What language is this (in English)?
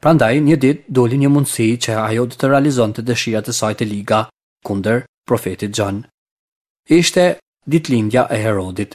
Albanian